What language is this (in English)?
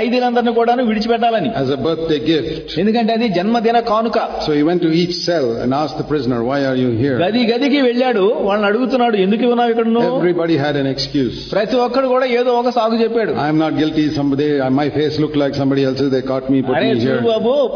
Telugu